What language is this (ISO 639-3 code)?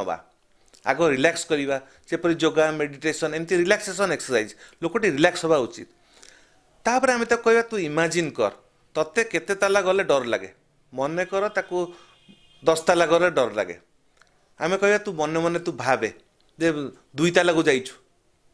ori